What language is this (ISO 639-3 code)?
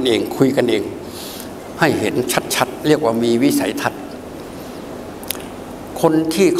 tha